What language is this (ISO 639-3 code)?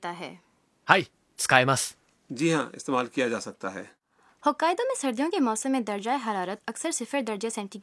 urd